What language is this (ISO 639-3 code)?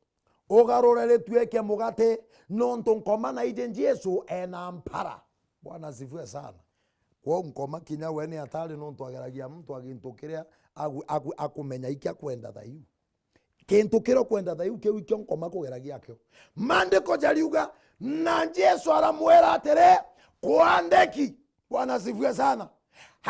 mer